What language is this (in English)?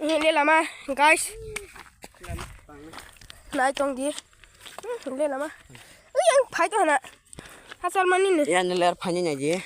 Kok Borok